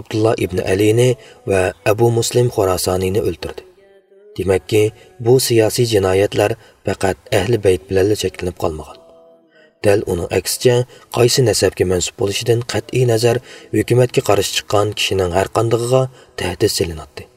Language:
Uyghur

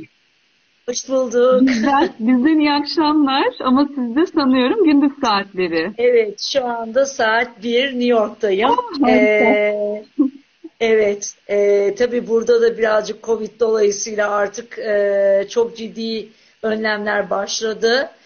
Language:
Turkish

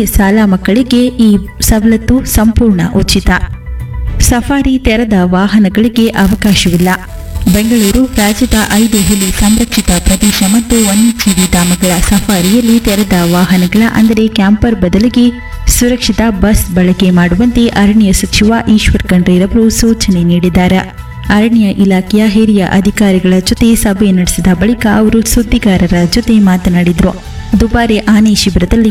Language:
Kannada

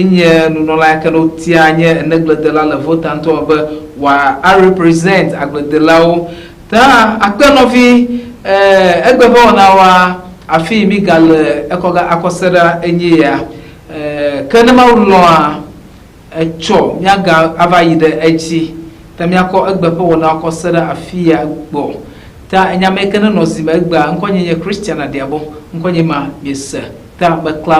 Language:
Ewe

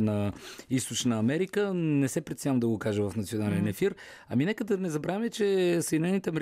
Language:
Bulgarian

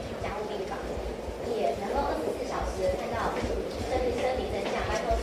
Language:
Chinese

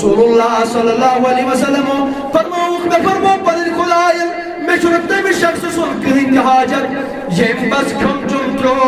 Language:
Kashmiri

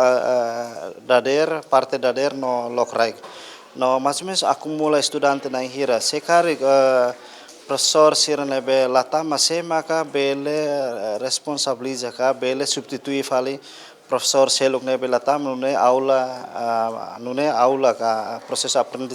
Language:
Tetum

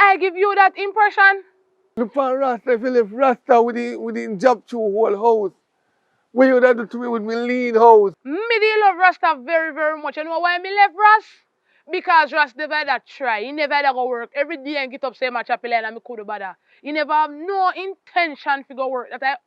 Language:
Jamaican Creole English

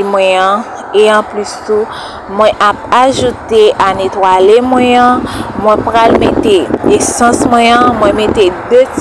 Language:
Haitian Creole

